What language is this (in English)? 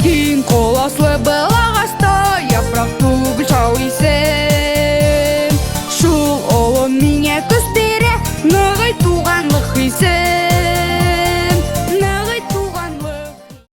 Bashkir